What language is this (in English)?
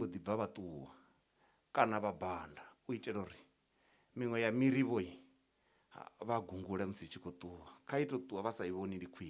Venda